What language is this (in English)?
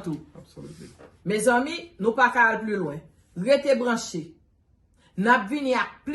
Haitian Creole